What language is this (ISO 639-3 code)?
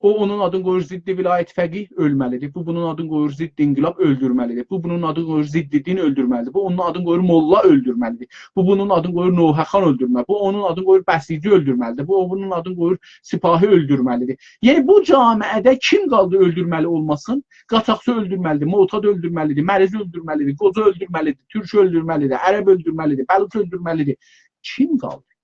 azb